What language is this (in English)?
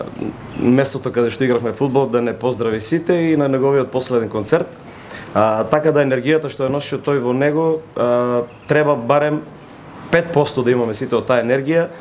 Macedonian